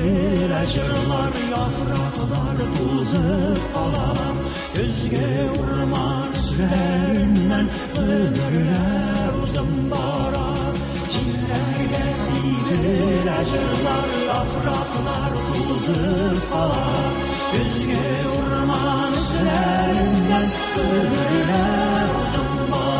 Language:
Tatar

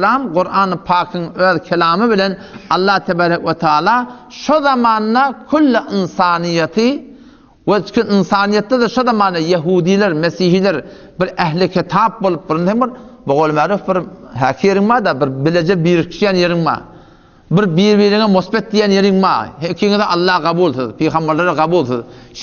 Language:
Turkmen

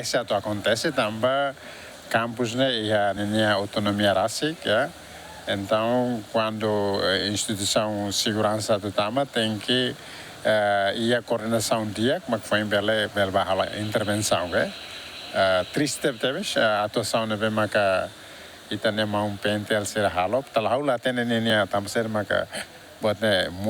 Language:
Tetum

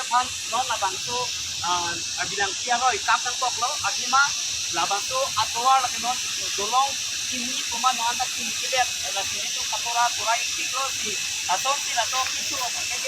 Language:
Karbi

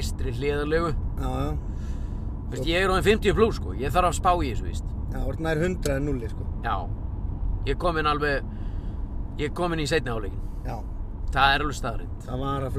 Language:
Icelandic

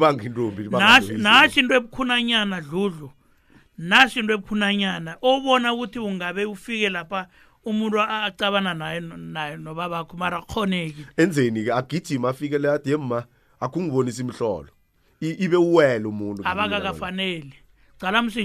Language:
South Ndebele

